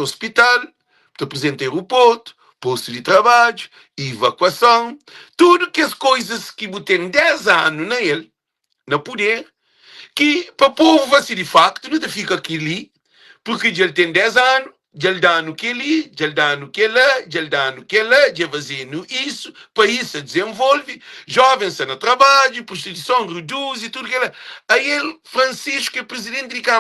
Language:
Kabuverdianu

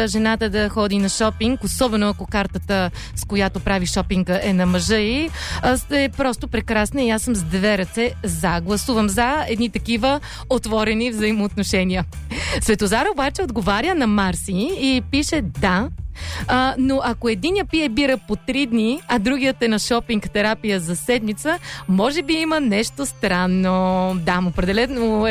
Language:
Bulgarian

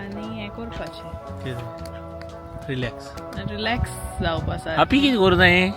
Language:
Konkani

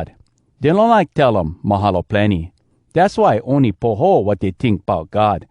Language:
Hawai'i Creole English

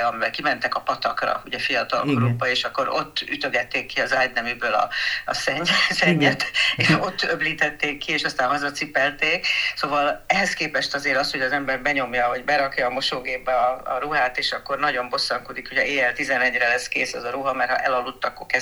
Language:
Hungarian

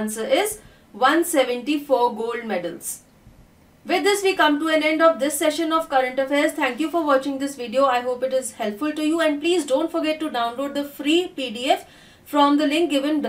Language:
English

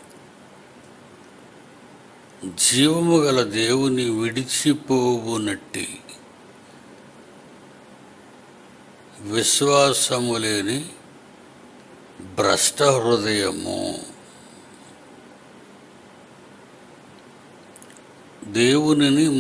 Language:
Telugu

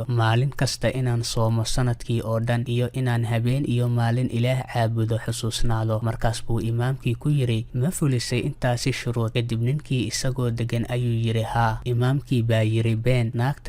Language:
Somali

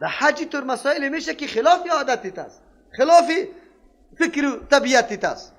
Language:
Persian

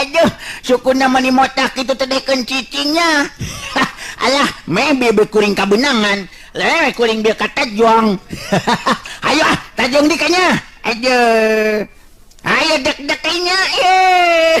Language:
Sundanese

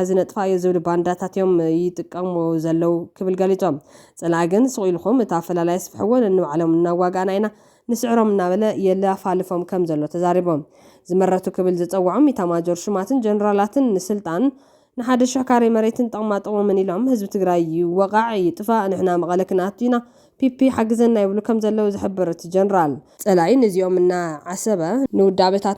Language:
Tigrinya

